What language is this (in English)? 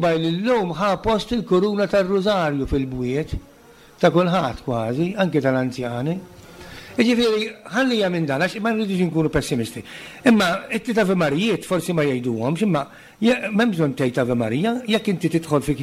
Maltese